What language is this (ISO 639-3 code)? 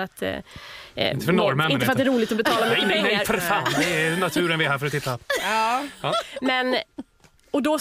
swe